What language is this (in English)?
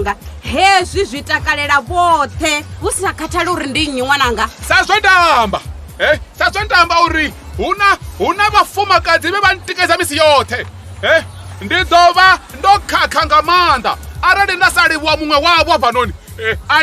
Venda